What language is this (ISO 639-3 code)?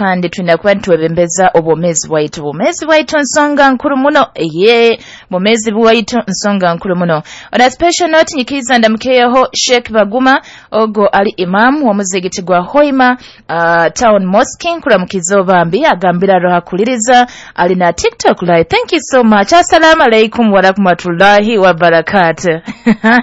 nyo